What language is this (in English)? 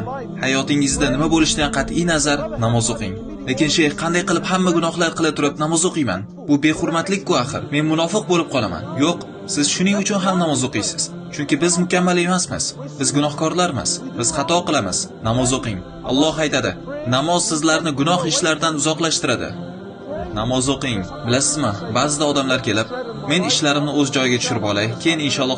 Uzbek